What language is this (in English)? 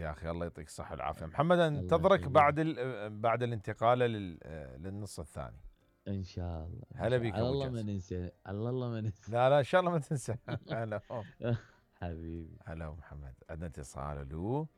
Mesopotamian Arabic